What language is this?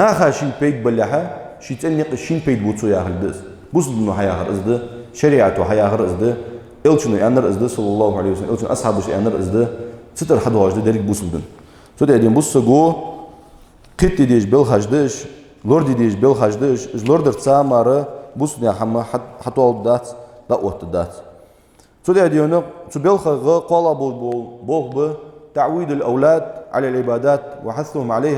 Ingush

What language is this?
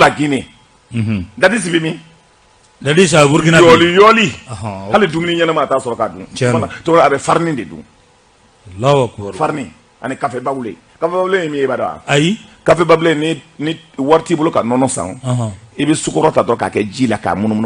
Bambara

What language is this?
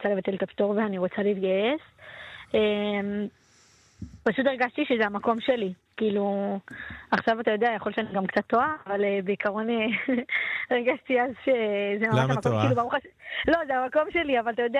Hebrew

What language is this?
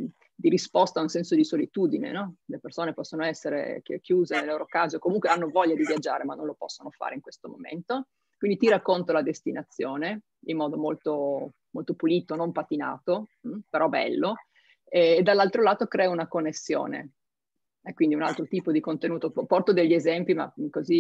Italian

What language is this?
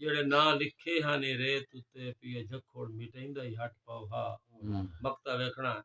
Saraiki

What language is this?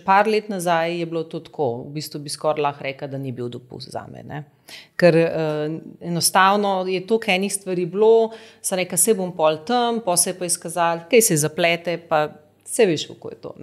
Slovenian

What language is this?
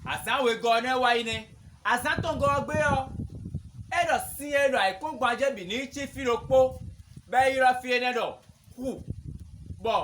Fon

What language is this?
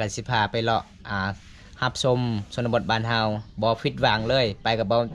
Lao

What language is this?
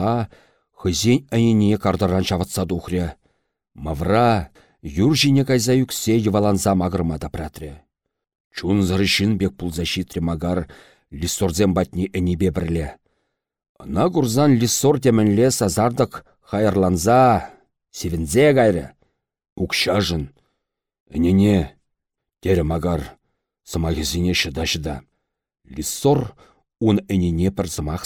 Chuvash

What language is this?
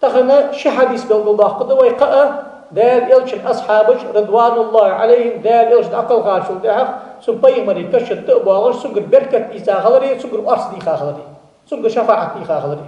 Ingush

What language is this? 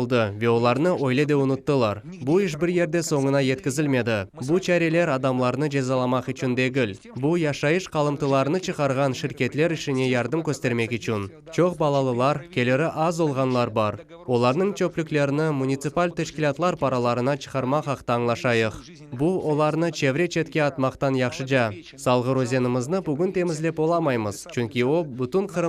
Crimean Tatar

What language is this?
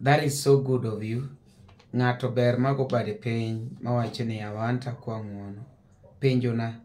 Luo (Kenya and Tanzania)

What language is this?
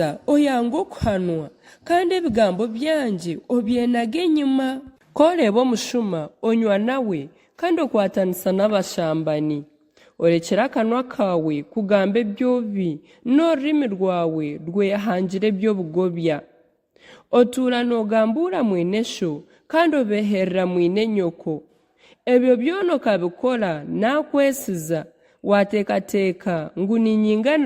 Nyankole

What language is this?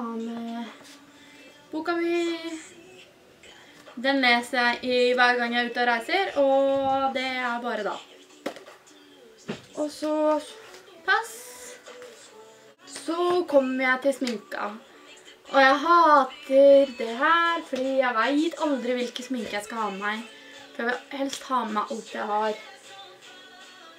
Norwegian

